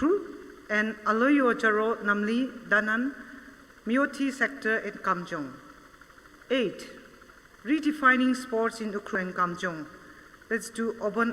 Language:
Tangkhul Naga (India)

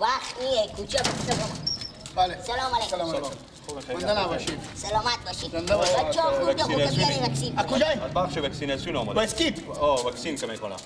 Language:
Persian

